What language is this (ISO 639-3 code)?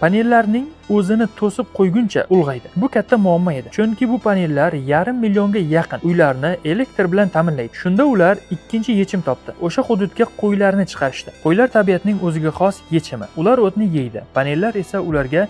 uzb